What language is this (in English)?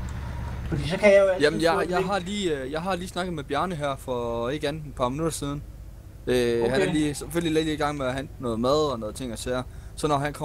Danish